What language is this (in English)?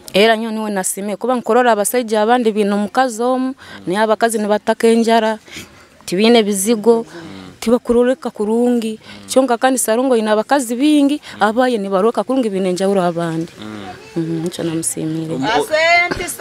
Nyoro